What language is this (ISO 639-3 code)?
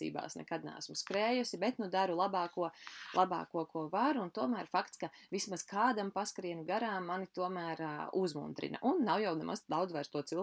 lav